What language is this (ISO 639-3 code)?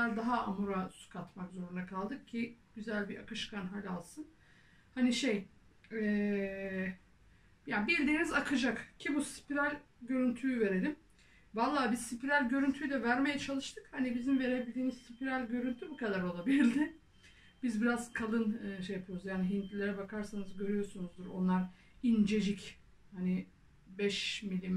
tur